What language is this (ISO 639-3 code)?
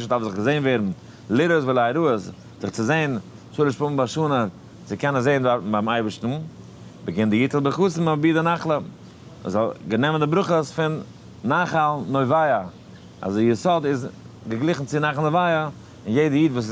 yid